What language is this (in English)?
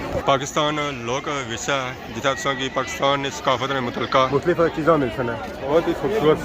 Pahari-Potwari